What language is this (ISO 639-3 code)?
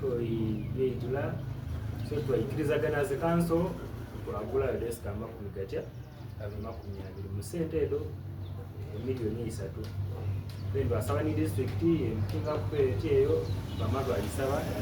xog